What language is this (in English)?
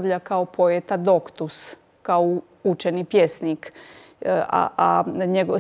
Croatian